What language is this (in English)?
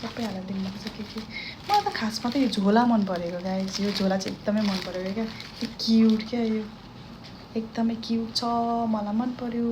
Nepali